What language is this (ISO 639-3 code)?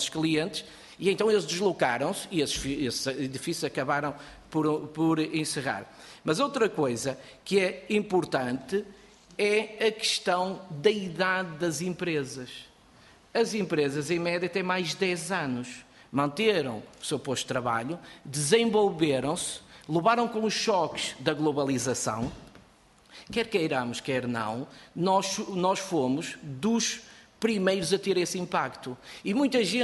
por